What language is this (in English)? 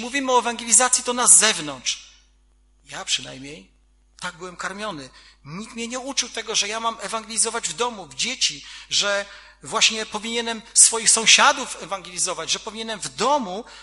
Polish